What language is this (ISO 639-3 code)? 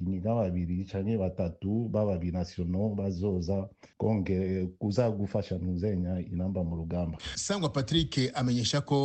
kin